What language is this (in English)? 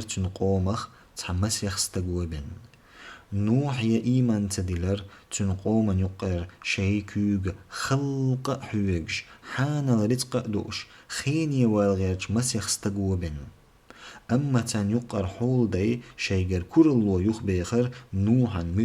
Chechen